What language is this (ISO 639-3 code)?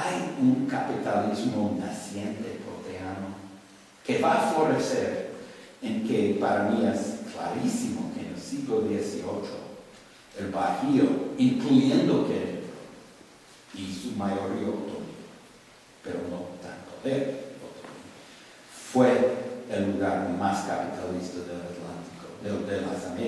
spa